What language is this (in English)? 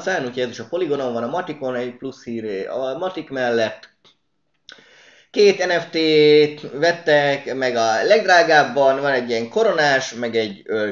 Hungarian